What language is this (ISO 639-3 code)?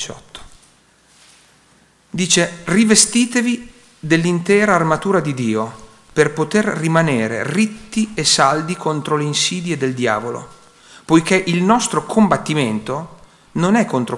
ita